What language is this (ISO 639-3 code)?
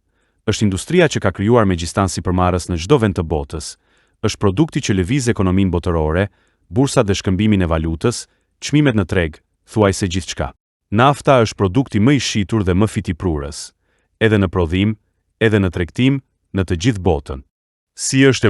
sqi